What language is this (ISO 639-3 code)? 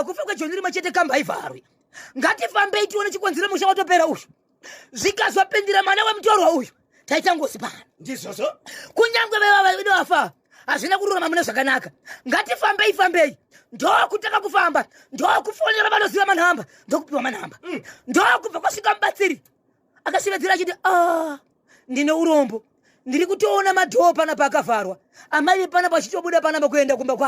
sna